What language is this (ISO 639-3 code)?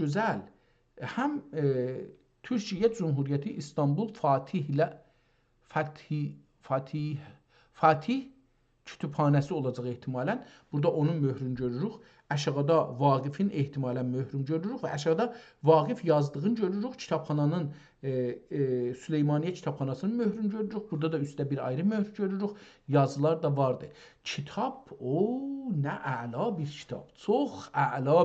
azb